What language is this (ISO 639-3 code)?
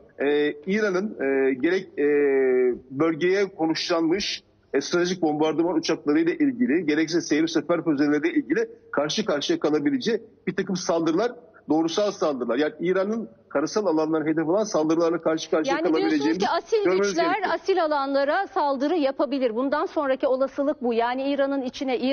tur